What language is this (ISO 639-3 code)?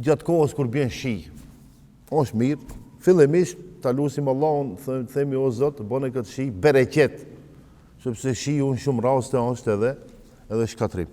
sqi